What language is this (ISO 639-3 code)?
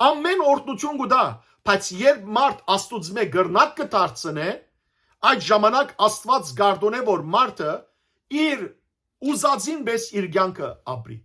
hyw